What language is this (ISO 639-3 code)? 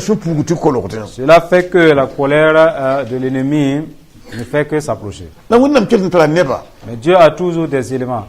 mos